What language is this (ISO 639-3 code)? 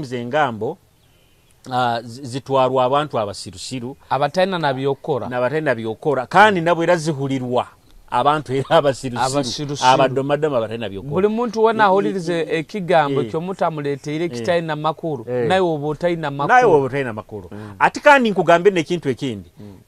nyo